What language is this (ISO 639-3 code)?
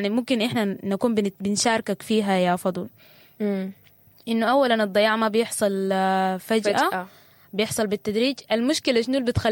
apd